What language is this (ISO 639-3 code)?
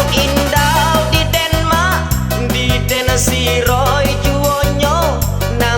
min